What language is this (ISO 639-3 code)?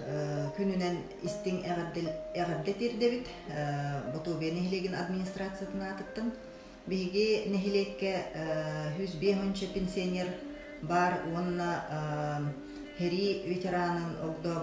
sah